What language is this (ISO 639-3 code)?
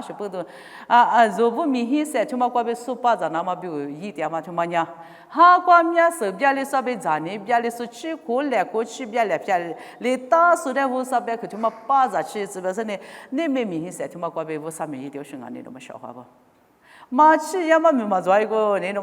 lis